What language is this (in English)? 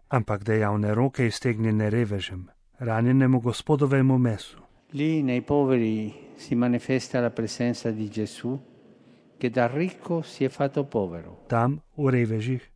Slovenian